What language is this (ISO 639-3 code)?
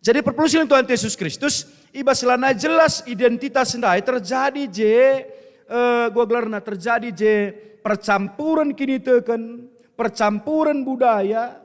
btx